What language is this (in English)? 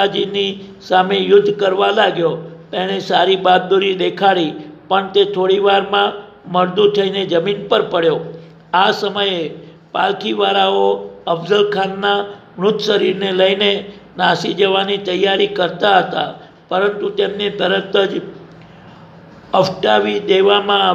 Gujarati